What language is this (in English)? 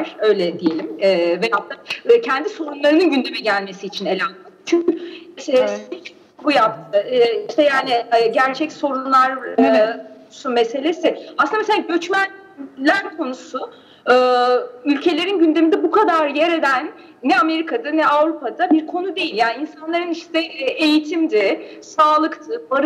Turkish